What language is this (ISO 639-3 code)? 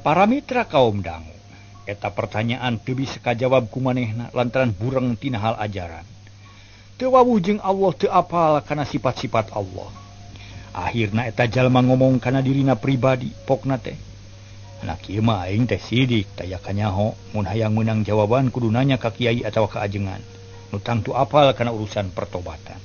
sun